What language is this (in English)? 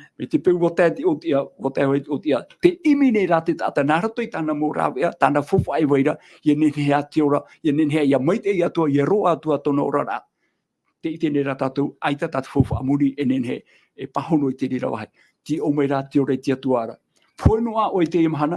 Tahitian